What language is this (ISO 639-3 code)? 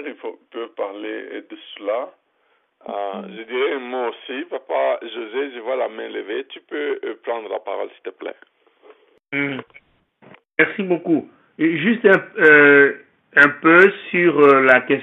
fra